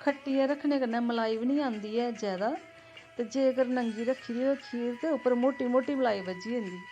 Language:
Dogri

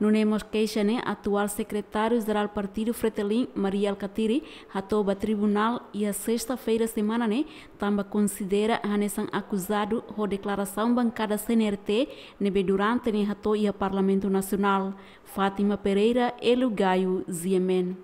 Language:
Tetum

